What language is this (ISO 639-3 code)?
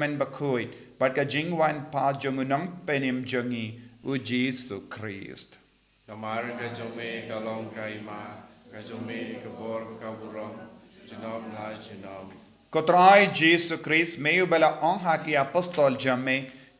kha